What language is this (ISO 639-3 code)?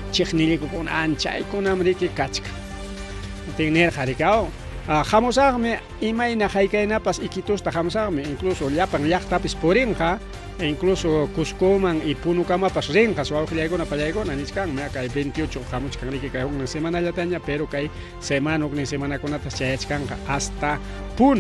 quy